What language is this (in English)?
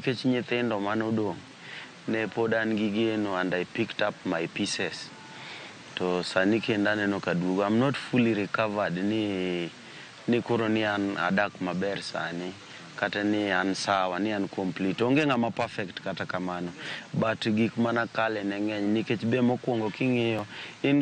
Luo (Kenya and Tanzania)